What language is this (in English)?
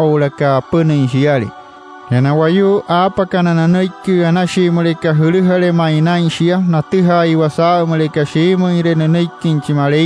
Wayuu